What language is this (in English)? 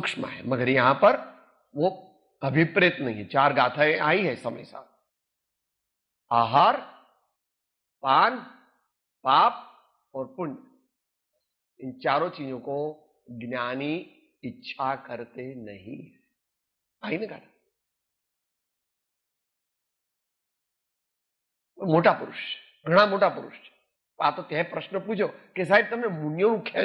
Gujarati